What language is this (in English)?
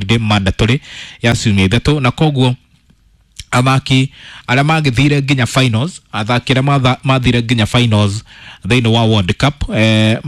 Kikuyu